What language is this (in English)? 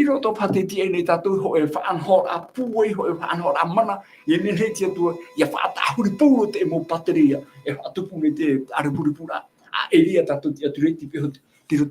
Tahitian